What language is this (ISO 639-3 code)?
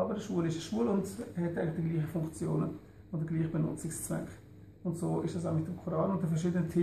gsw